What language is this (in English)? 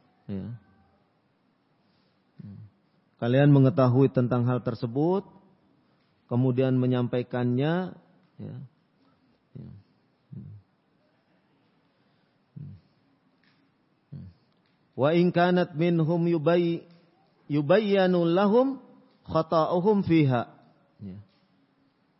Indonesian